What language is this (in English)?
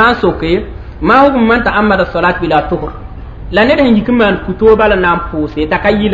Mossi